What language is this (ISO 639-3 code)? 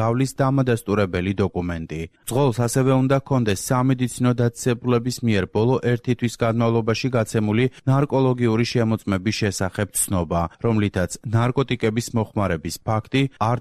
kat